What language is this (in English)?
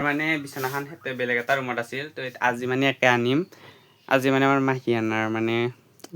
Assamese